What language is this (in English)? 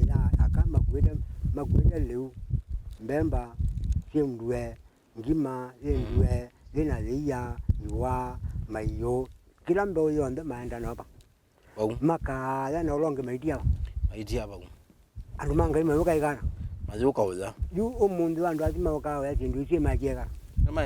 Kamba